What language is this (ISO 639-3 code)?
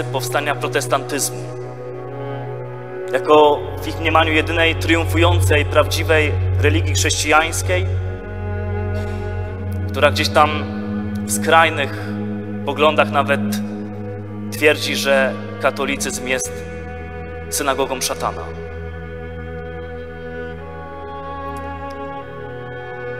pol